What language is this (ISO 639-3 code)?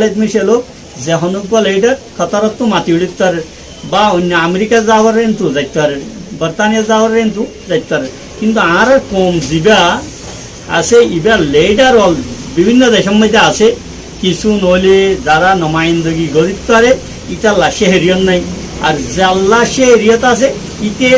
rhg